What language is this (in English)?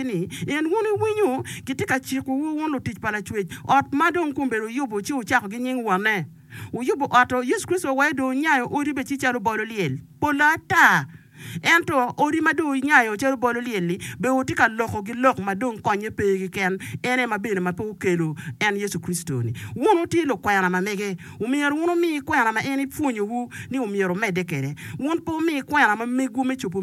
Acoli